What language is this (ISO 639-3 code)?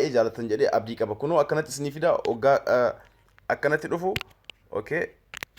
orm